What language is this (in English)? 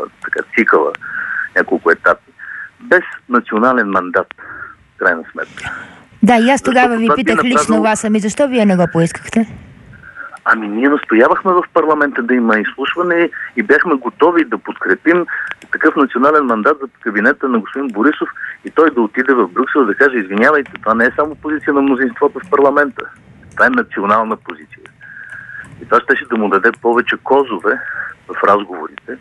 Bulgarian